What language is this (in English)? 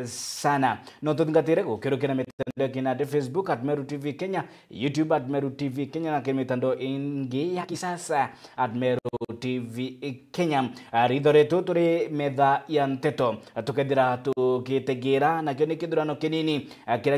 Meru